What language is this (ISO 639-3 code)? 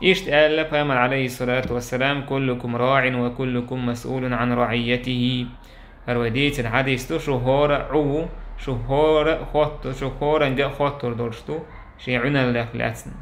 che